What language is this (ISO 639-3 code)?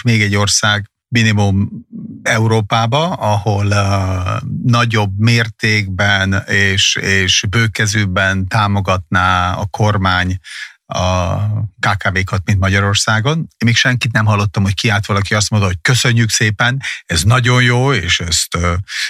hun